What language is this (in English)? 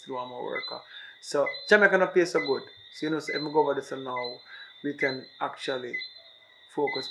Jamaican Creole English